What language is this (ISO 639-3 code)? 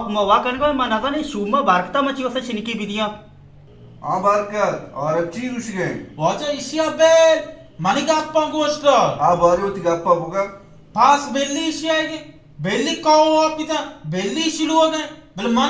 bal